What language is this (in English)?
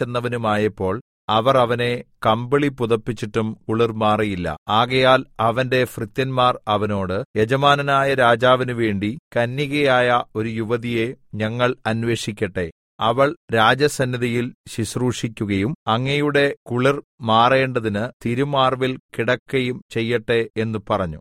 Malayalam